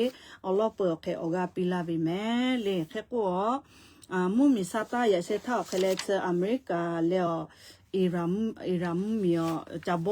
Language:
Lahu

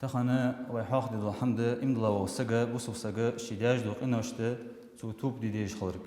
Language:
Ingush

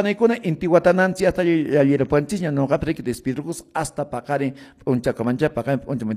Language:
Quechua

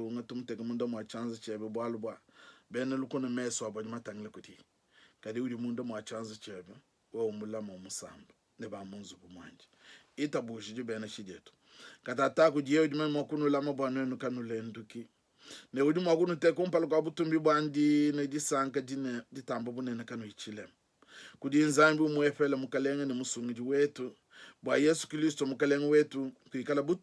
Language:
Luba-Lulua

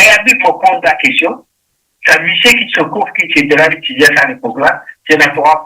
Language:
Morisyen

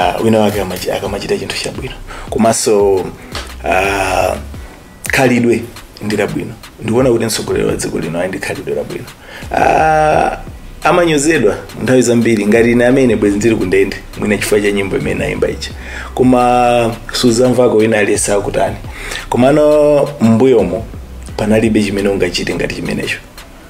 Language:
Nyanja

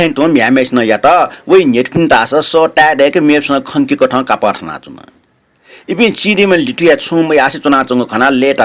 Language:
Newari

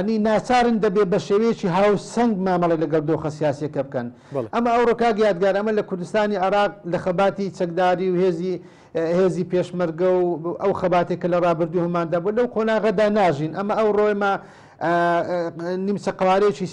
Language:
Central Kurdish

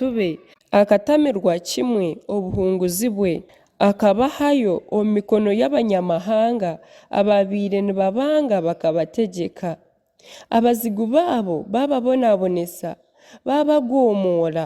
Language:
Nyankole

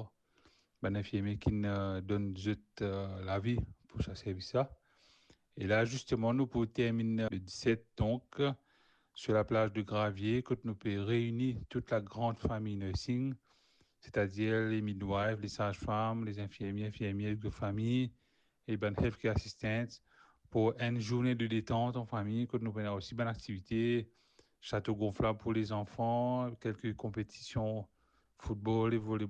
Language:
Morisyen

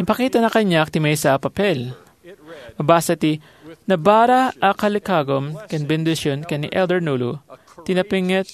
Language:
Iloko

